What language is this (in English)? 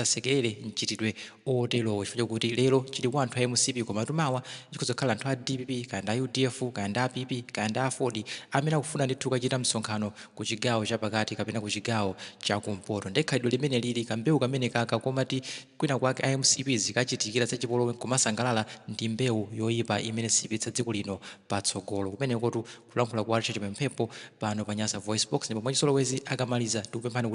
Nyanja